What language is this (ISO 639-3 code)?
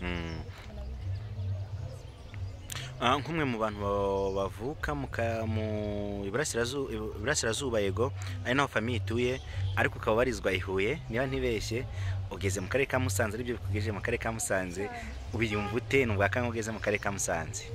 kin